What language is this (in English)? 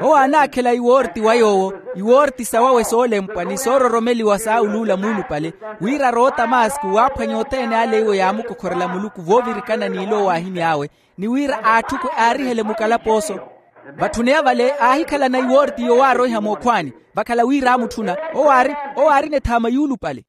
Makhuwa